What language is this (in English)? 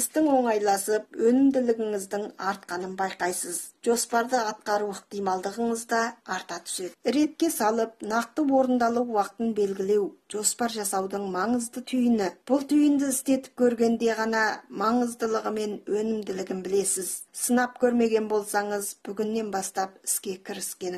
Kazakh